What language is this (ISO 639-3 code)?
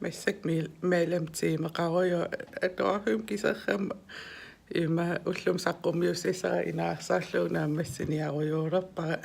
kal